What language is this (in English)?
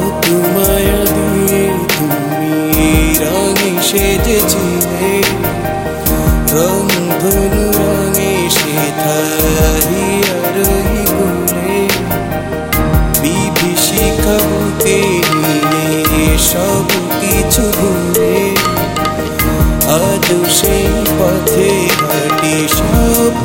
Bangla